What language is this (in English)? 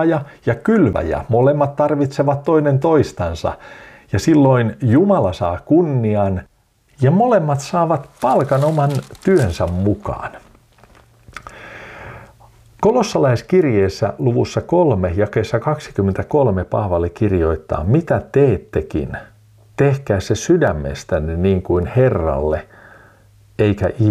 Finnish